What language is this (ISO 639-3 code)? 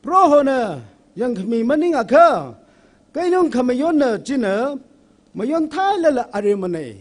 nmf